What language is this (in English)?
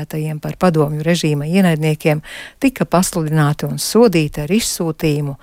Latvian